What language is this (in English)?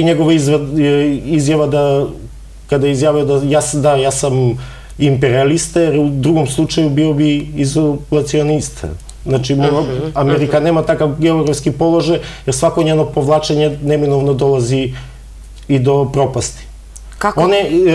Serbian